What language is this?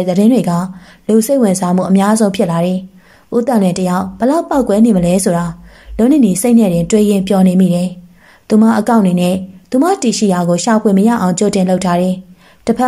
Burmese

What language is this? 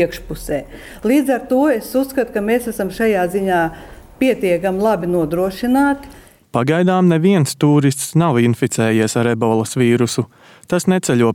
Latvian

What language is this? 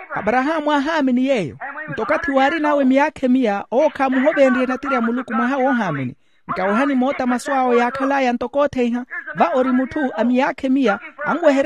Makhuwa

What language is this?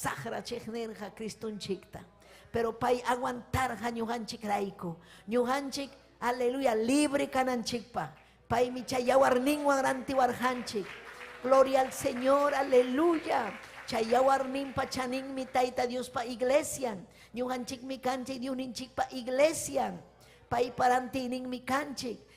Ayacucho Quechua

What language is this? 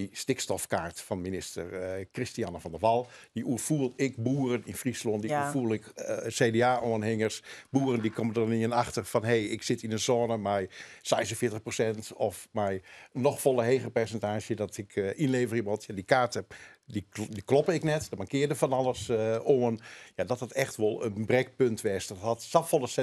Western Frisian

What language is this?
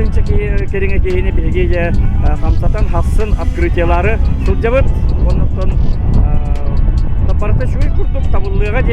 Yakut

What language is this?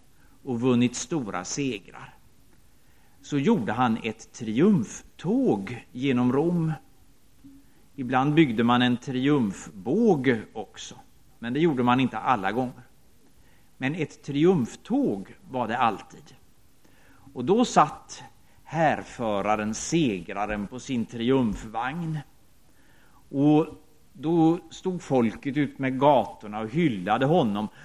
Swedish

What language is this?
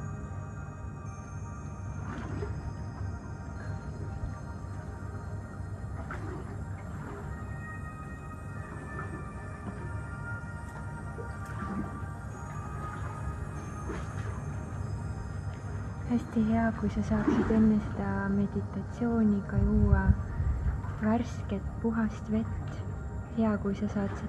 Estonian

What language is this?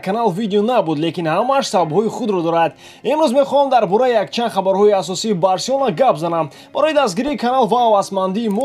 Tajik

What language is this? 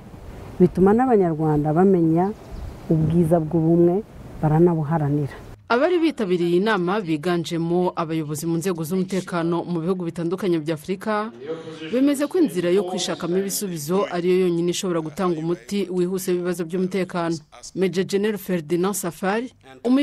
Kinyarwanda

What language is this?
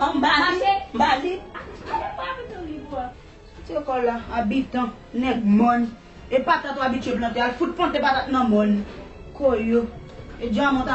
Haitian Creole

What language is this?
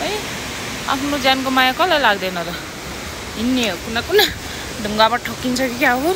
Nepali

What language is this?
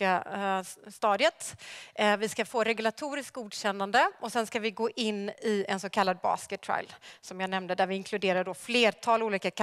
Swedish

